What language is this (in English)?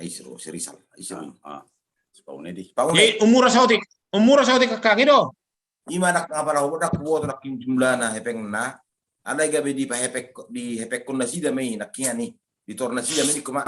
Batak Toba